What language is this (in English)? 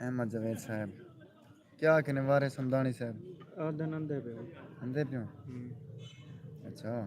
Saraiki